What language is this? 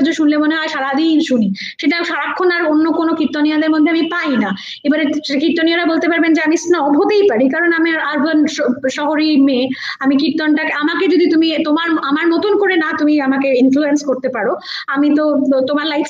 Bangla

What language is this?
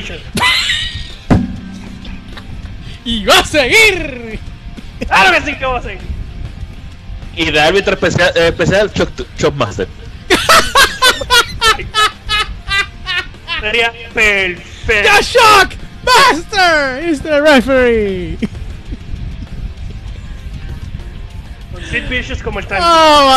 Spanish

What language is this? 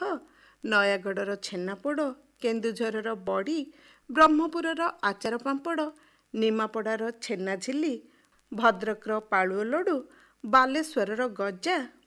Odia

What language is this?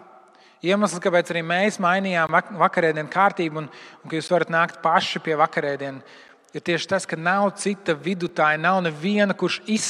Latvian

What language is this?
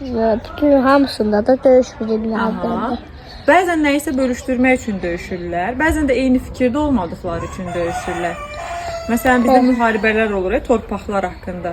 Azerbaijani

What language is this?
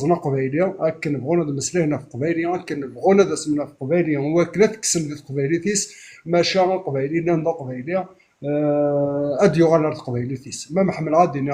Kabyle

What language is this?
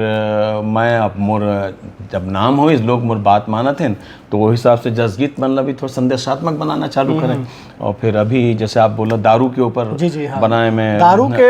Chhattisgarhi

